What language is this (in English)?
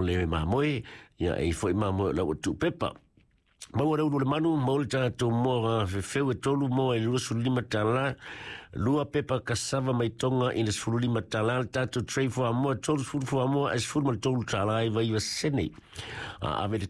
Samoan